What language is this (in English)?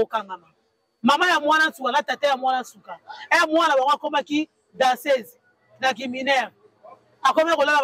Lingala